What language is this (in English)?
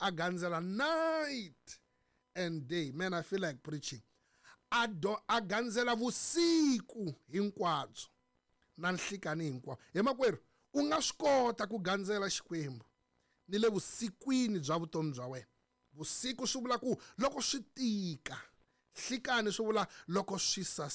Tsonga